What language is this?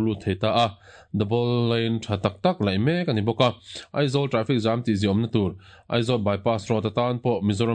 Mizo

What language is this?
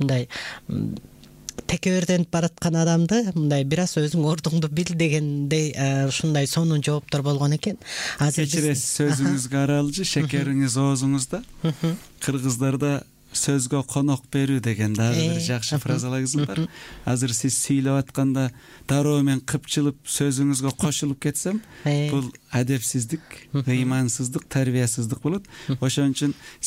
Kyrgyz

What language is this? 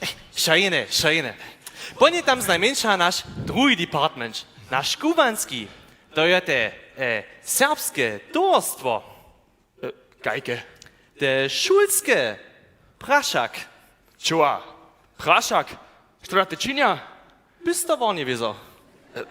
Upper Sorbian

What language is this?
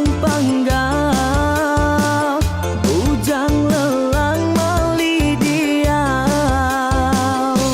Iban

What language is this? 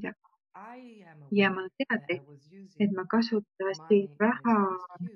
Estonian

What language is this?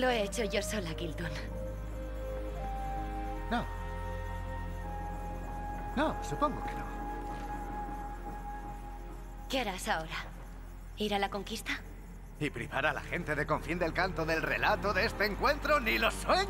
Spanish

